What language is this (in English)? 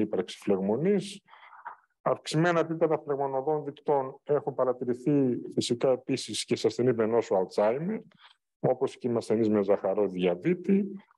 Greek